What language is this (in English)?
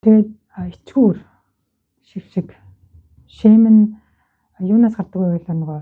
Mongolian